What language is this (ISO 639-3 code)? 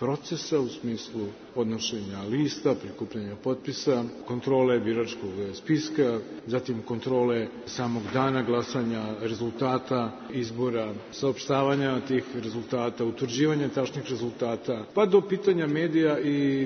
srp